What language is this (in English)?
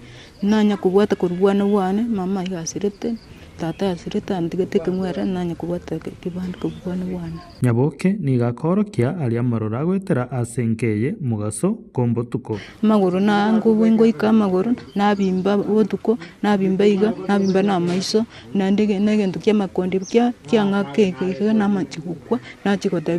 Gusii